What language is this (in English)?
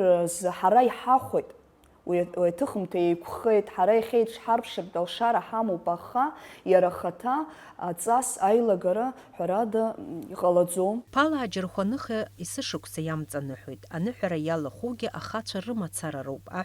Abkhazian